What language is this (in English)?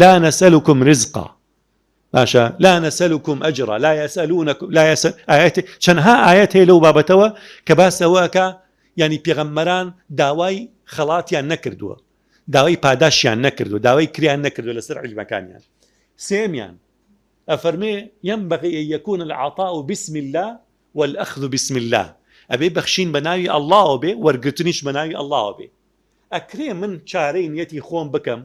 Central Kurdish